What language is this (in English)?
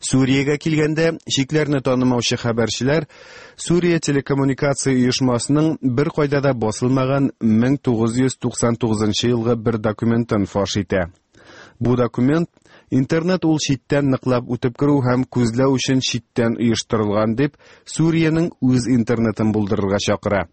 Tatar